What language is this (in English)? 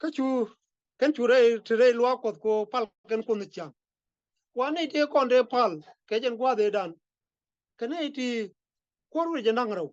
Nuer